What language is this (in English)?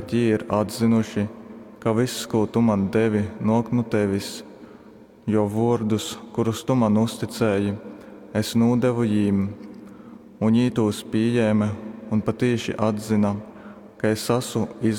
Latgalian